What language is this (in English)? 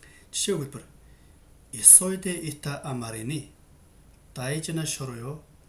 Mongolian